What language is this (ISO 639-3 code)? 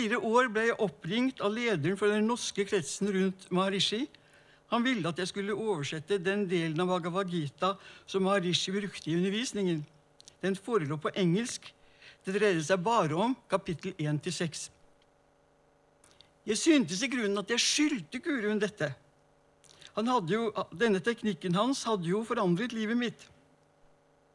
nor